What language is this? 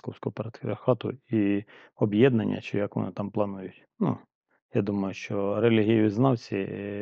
Ukrainian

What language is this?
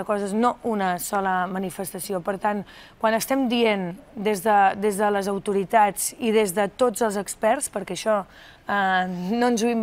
Catalan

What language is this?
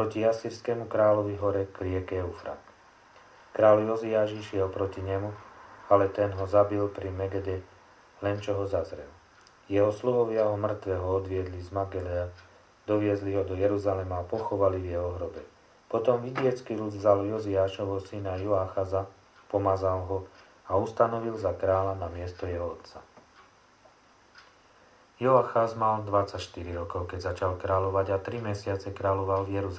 Slovak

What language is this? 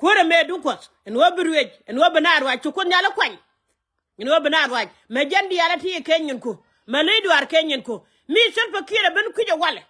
Nuer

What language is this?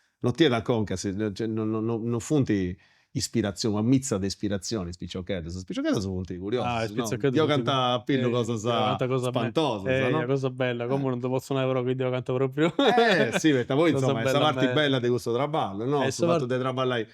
Sardinian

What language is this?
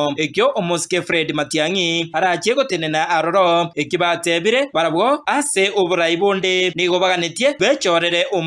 Gusii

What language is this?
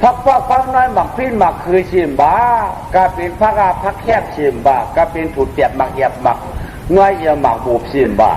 Shan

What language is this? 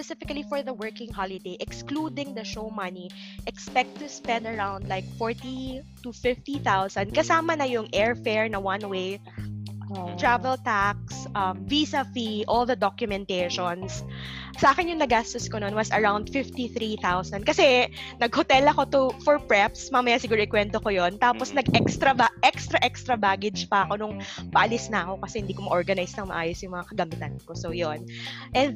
Filipino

